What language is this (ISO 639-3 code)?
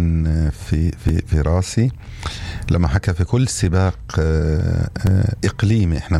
apc